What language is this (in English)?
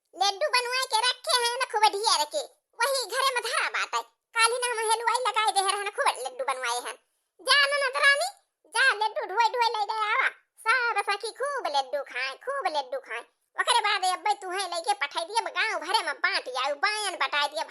Awadhi